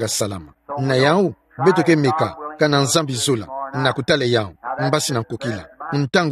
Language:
Kituba (Democratic Republic of Congo)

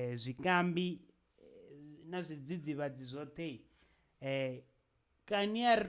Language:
Venda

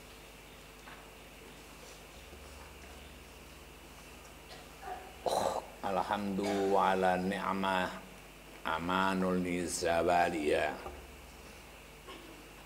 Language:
Javanese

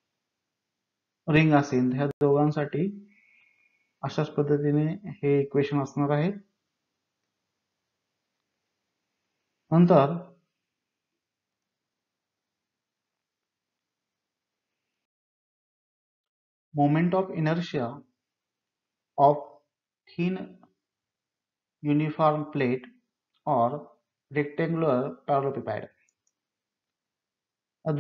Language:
Marathi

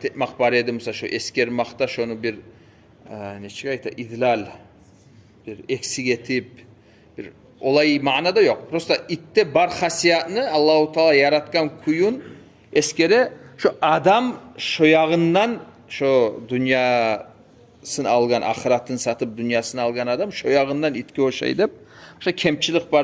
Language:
Kumyk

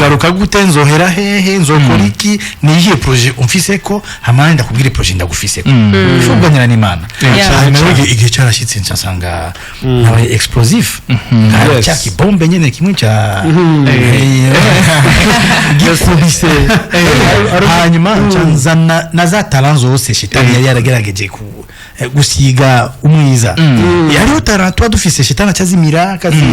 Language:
Rundi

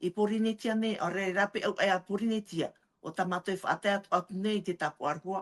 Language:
Tahitian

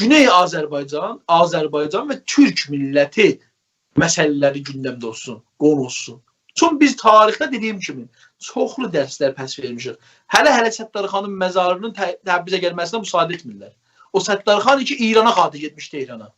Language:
South Azerbaijani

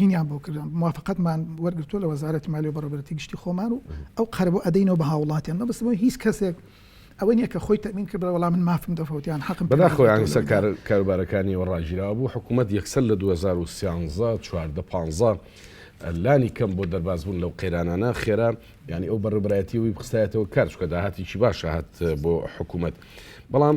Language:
Central Kurdish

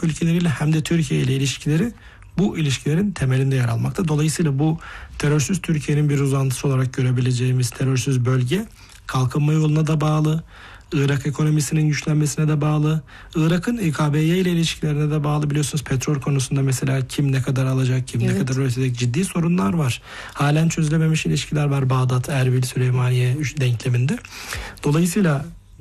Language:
Turkish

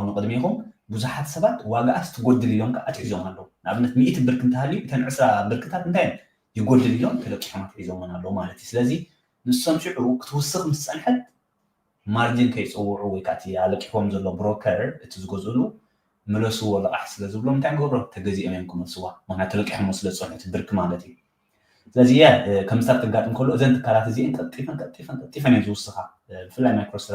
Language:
Tigrinya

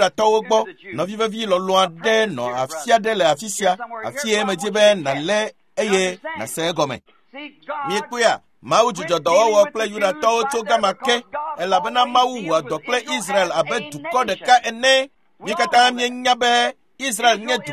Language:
Ewe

